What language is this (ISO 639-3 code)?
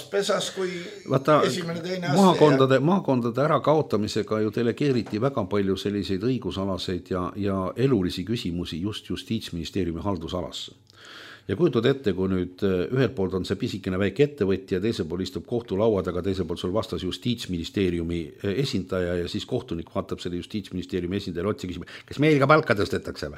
est